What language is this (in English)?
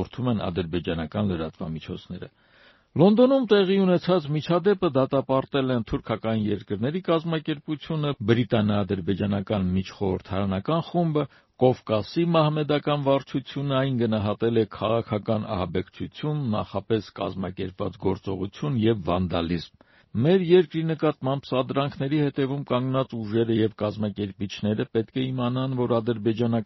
Armenian